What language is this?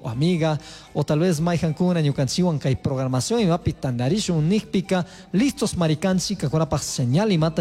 Chimborazo Highland Quichua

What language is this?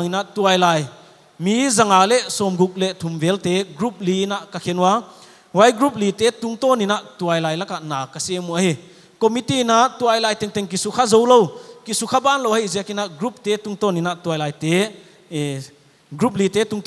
Paite Chin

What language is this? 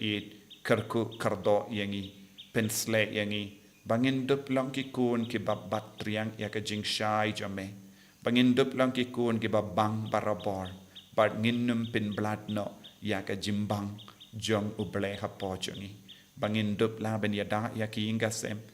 Khasi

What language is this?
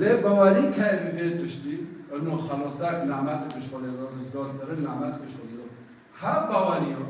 Kurdish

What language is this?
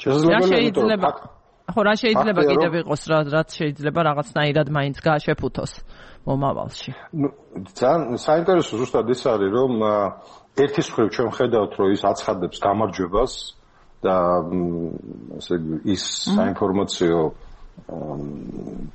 Georgian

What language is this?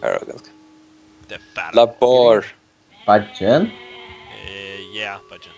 Faroese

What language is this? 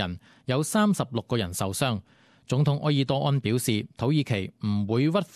Cantonese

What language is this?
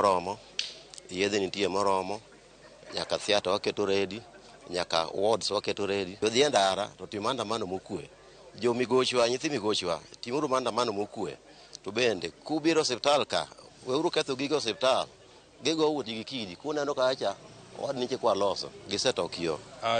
Luo (Kenya and Tanzania)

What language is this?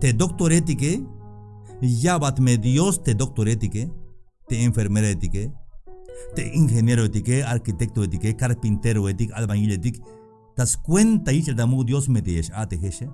Tzeltal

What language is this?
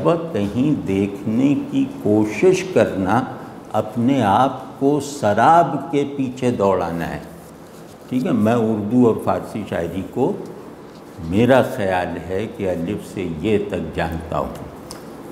Urdu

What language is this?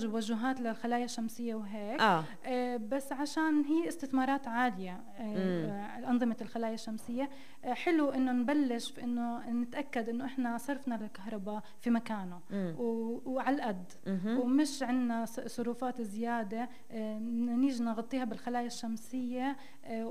North Levantine Arabic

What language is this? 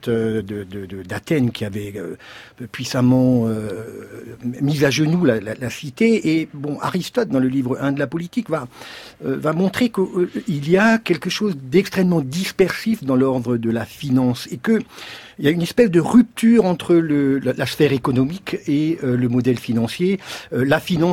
French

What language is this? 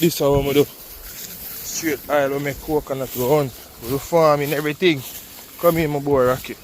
Jamaican Creole English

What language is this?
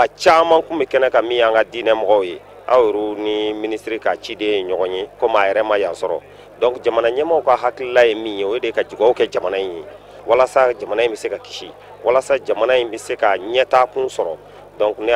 Bambara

